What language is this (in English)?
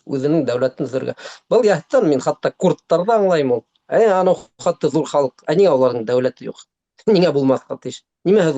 Bashkir